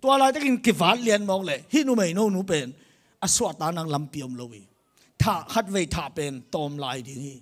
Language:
Tedim Chin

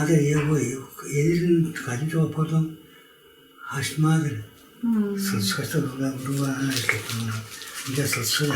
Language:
Tuvinian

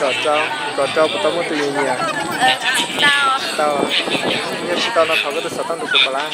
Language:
Hmong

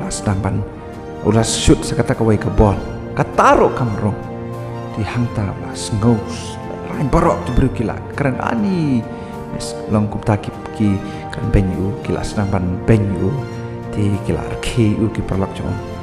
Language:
Khasi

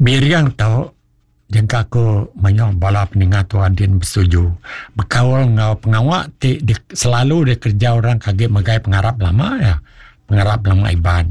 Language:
Iban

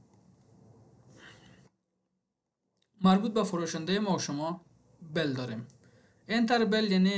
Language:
Persian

